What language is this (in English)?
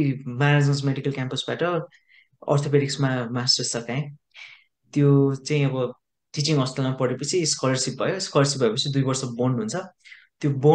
Nepali